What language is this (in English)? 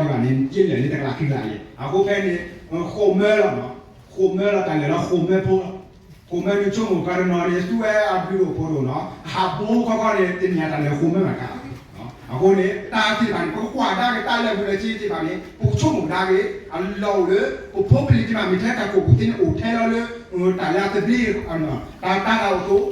S'gaw Karen